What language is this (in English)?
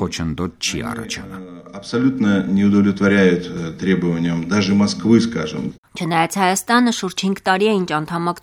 Armenian